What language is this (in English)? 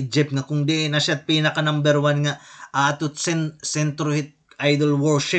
Waray